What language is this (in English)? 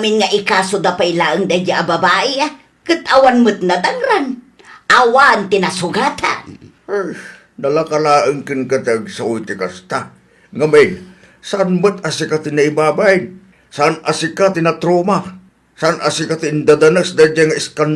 Iloko